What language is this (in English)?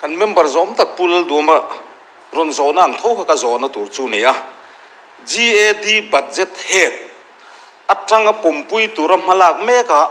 Mizo